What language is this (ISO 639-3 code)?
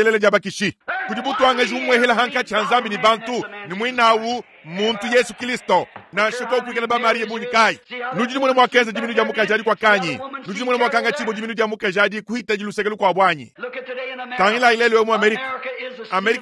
lua